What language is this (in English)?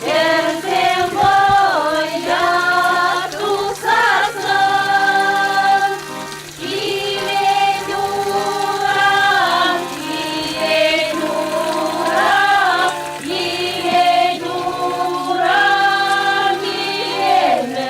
Chuvash